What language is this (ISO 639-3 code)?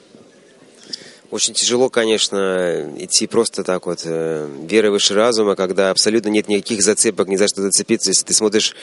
rus